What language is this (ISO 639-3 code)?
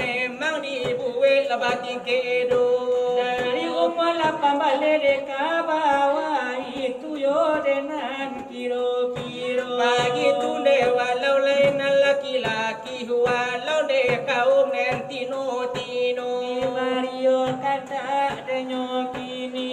min